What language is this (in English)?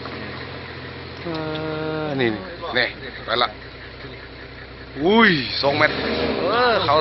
Lao